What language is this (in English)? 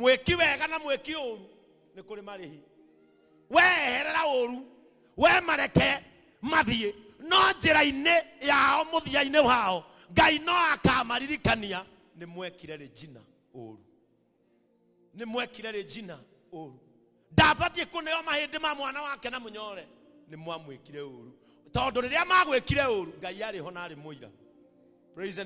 Kikuyu